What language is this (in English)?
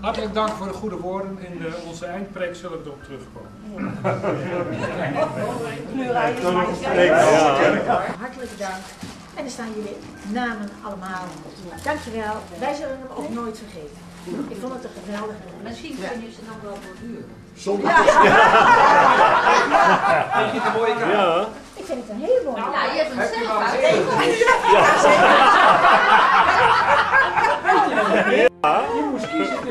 Dutch